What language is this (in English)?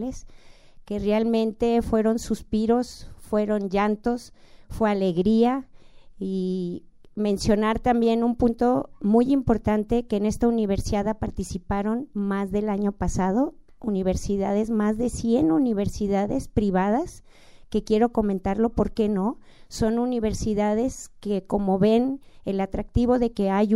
Spanish